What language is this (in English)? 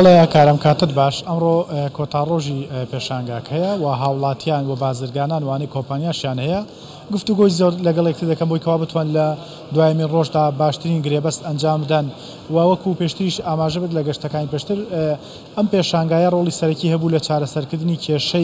Central Kurdish